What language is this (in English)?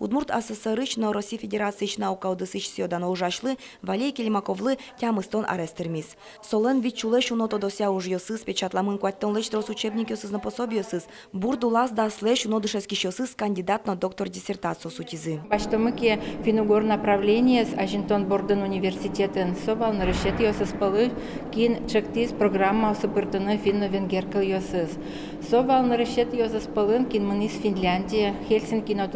Udmurt